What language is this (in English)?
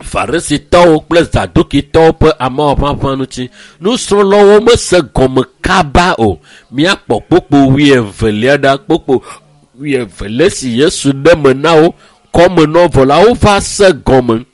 Ewe